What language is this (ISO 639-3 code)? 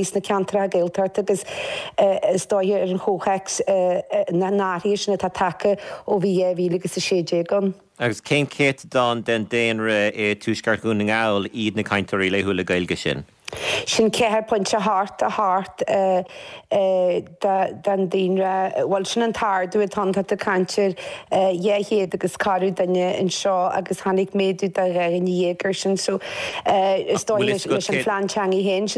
gle